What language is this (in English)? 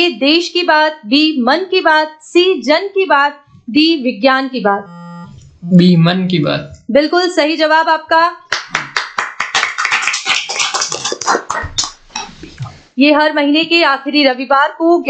Hindi